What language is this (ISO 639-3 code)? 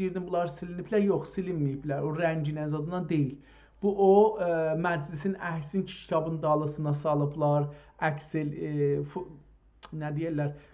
azb